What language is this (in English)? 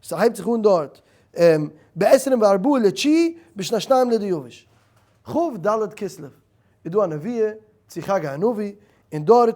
Yiddish